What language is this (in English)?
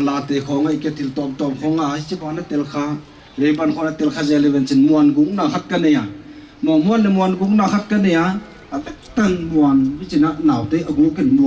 Paite Chin